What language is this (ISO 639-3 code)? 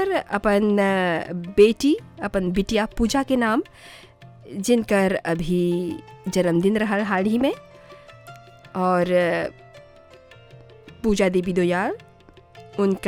bho